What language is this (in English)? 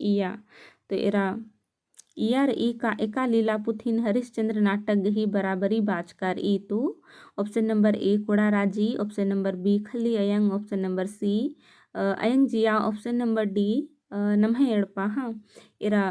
Kurukh